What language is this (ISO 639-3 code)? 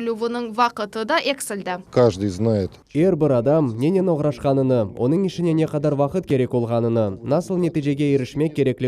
crh